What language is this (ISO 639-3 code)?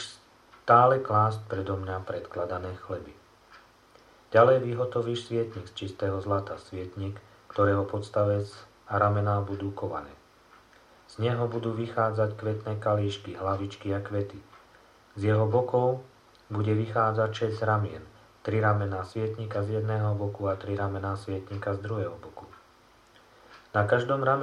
slk